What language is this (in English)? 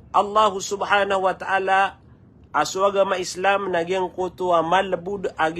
Maranao